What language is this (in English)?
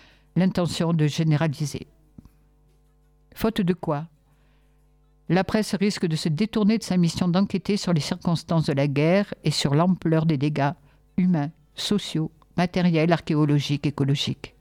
French